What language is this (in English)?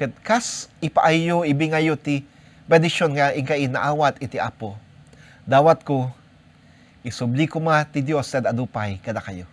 Iloko